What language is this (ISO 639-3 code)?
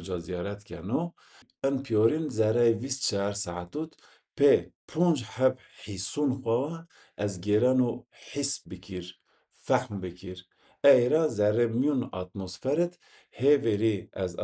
zza